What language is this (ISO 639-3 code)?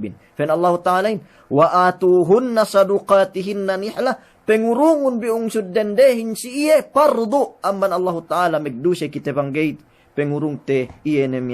yka